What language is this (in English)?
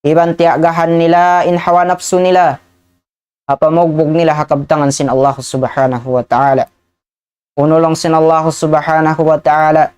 Tausug